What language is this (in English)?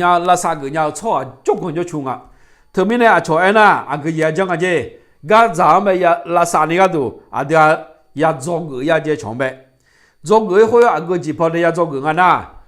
Akha